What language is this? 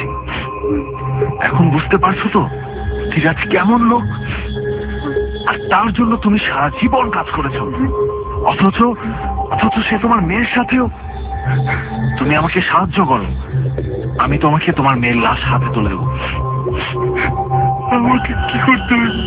Bangla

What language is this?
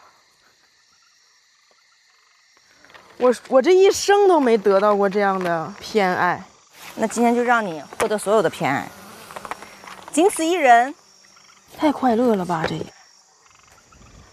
Chinese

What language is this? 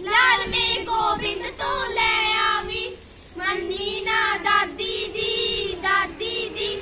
Punjabi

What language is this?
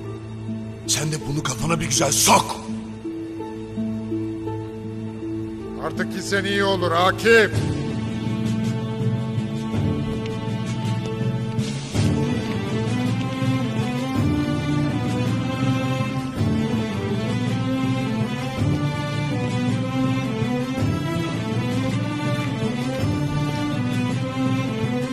Turkish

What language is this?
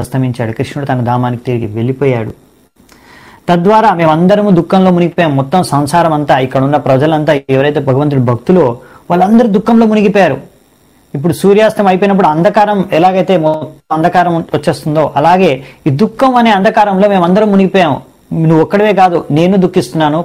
Telugu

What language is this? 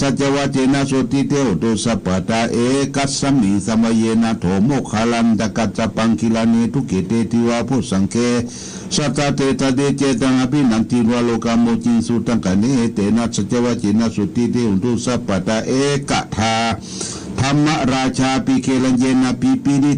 Pali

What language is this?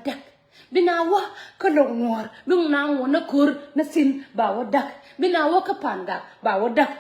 Nuer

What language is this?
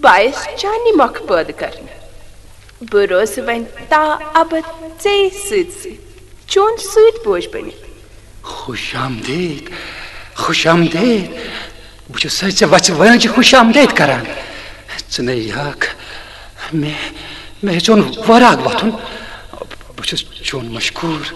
Kashmiri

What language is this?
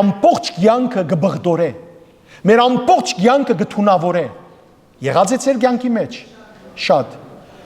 Western Armenian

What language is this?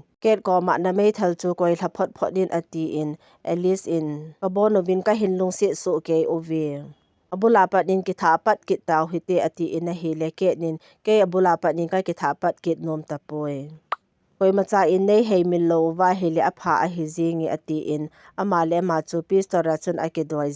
Thado Chin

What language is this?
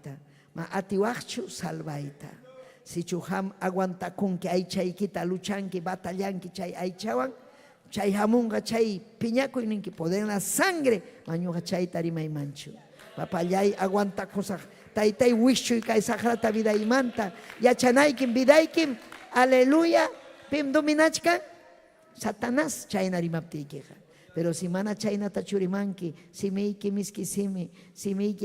Ayacucho Quechua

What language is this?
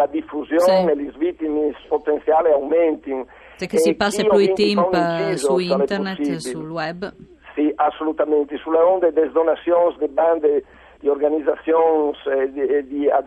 Friulian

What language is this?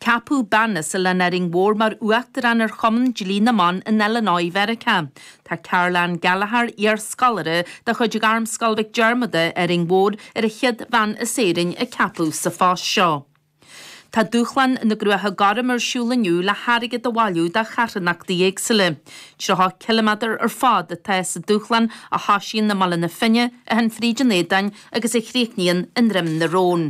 Irish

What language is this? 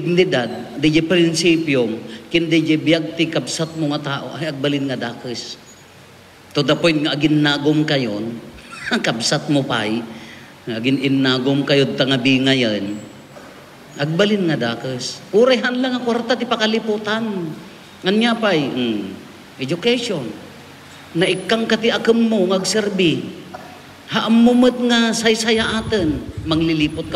Iloko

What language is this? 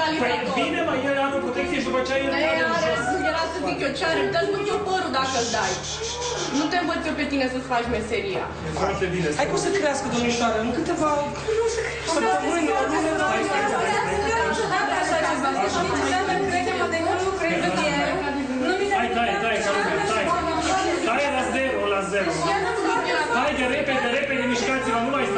Romanian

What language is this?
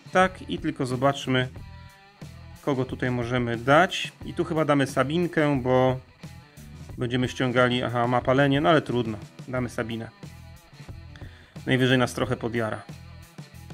Polish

